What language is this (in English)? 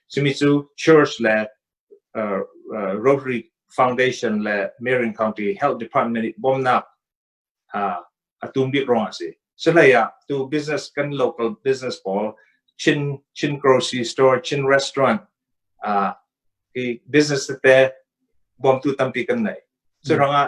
Hakha Chin